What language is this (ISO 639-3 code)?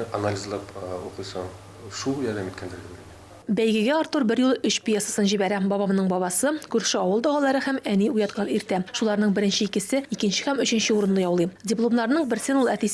tat